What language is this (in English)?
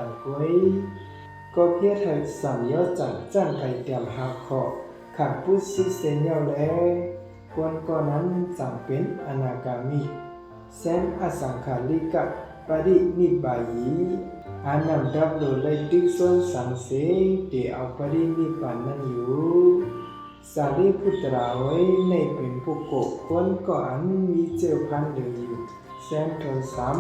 Shan